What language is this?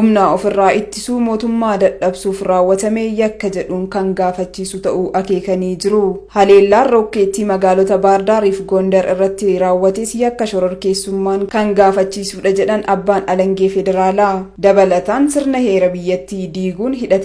Oromo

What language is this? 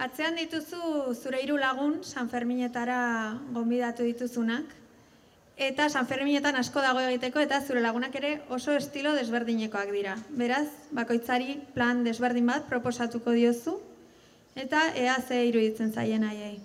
Basque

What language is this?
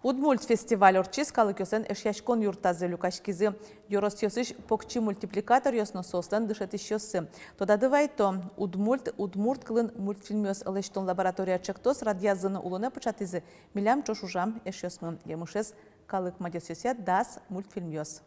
Udmurt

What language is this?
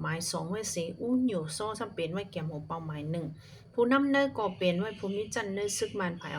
Shan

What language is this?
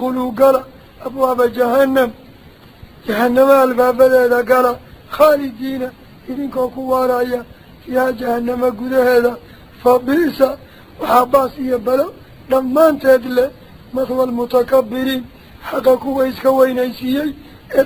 Somali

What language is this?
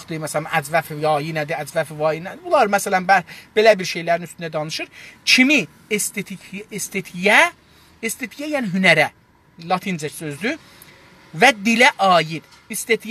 South Azerbaijani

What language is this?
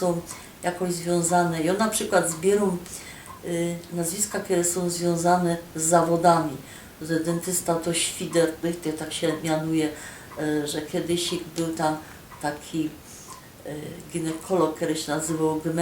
Silesian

